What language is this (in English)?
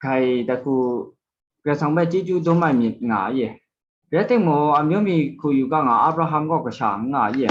Kachin